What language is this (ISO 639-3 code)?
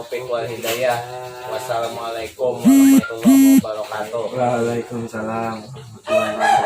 bjn